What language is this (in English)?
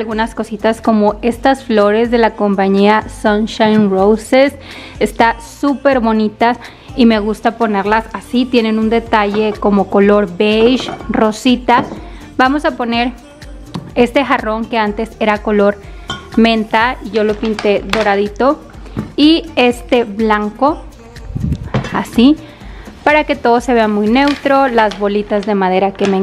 Spanish